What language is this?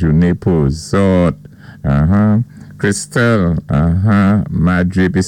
Saint Lucian Creole French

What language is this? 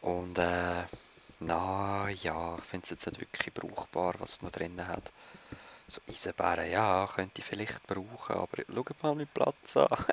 Swiss German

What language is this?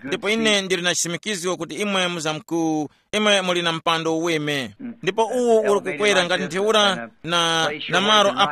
Tumbuka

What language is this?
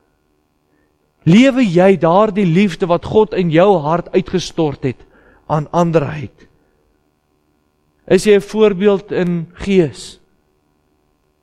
Afrikaans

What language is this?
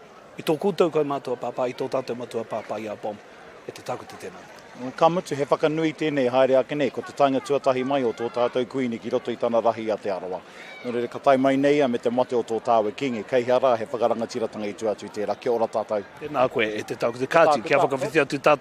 Māori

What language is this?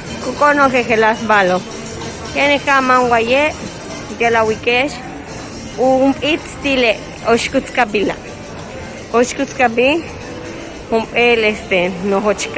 Yucateco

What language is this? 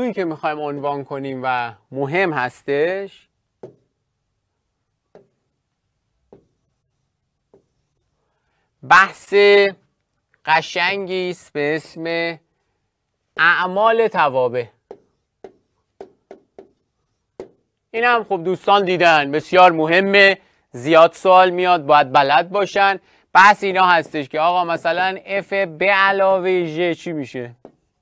Persian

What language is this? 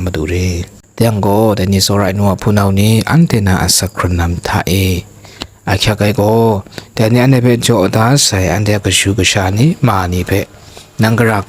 Kachin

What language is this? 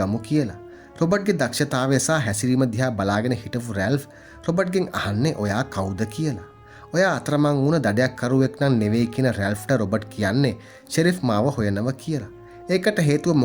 Sinhala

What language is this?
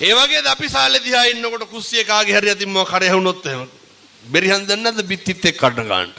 Sinhala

